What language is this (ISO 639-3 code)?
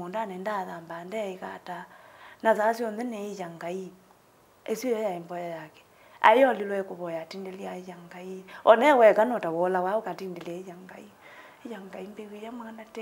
kam